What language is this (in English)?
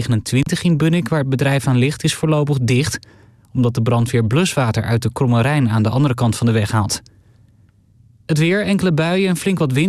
Dutch